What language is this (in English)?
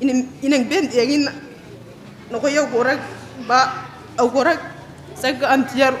Gilbertese